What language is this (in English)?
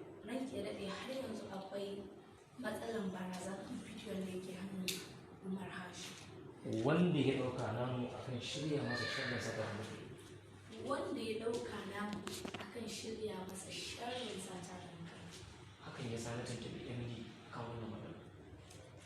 Hausa